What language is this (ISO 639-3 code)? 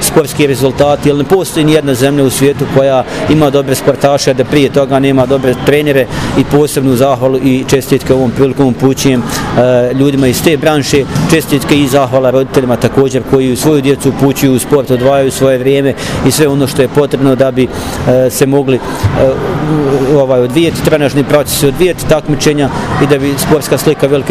bos